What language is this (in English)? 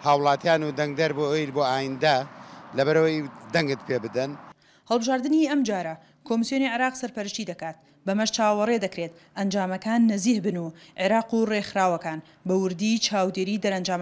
Central Kurdish